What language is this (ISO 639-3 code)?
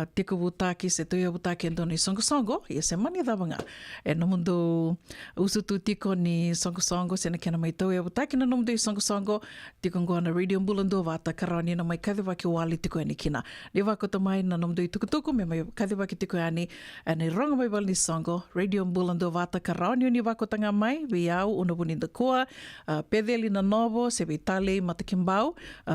fij